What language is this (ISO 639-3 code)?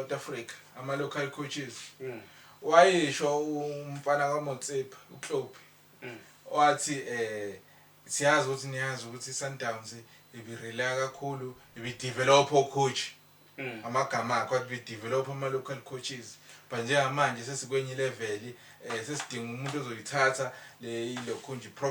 zul